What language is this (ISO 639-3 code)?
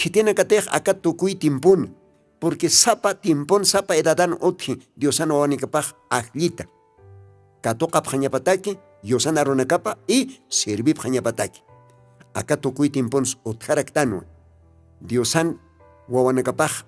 aym